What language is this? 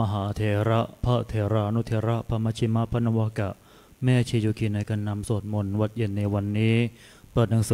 Thai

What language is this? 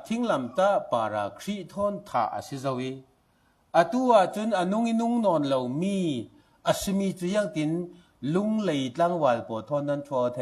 Falam Chin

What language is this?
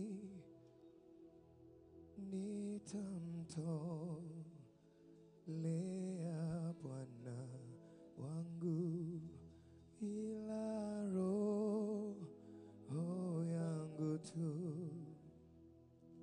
Swahili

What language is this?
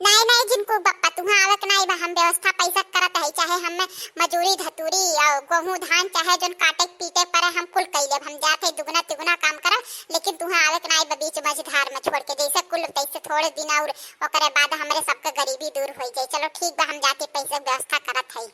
Awadhi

